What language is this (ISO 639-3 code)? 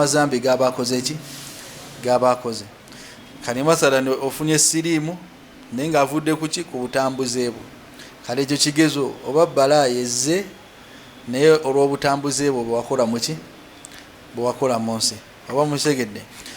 lug